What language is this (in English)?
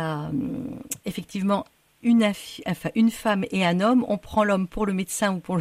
French